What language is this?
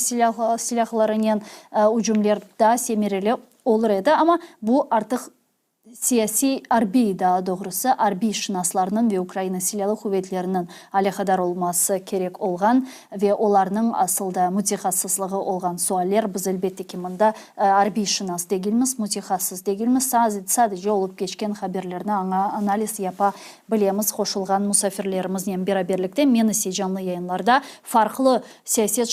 Crimean Tatar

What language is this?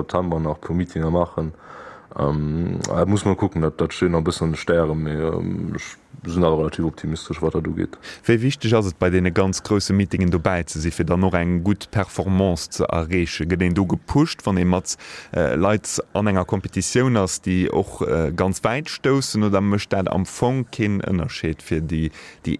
Luxembourgish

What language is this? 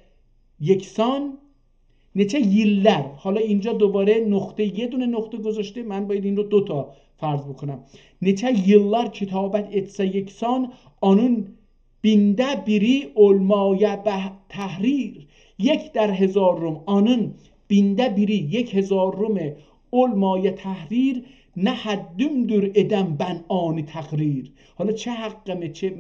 South Azerbaijani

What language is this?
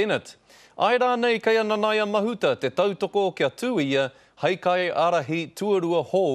Māori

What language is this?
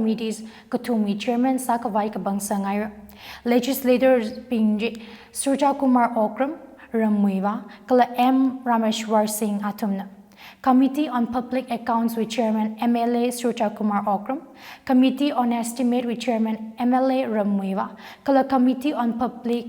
Tangkhul Naga (India)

